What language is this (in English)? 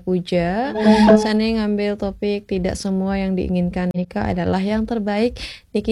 Balinese